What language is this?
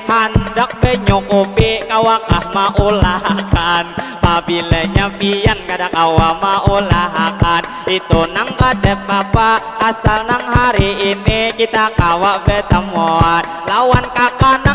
Banjar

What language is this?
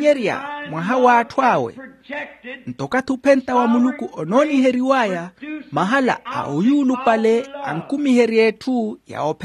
Makhuwa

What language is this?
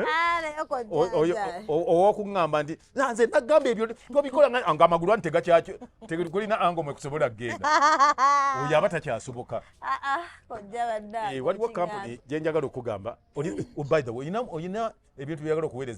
Ganda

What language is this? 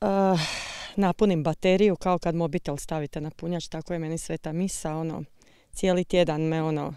Croatian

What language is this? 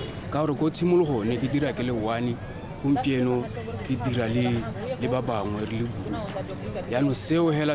Tswana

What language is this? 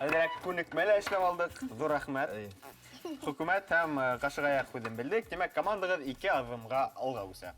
Bashkir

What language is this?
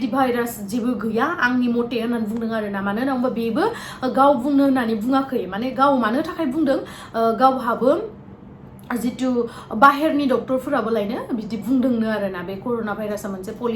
Bodo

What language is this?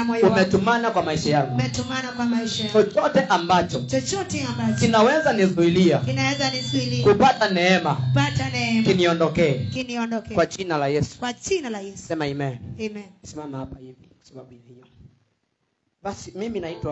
Swahili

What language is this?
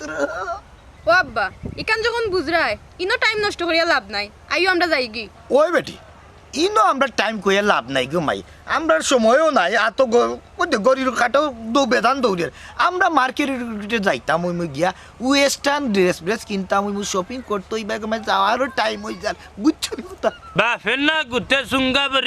Sylheti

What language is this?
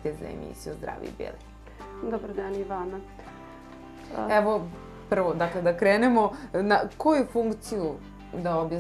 Serbian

